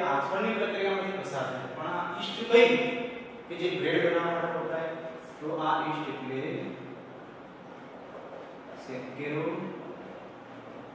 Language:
Gujarati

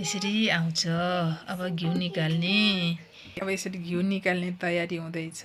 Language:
Nepali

